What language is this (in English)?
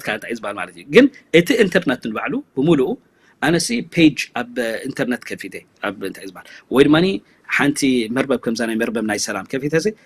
Tigrinya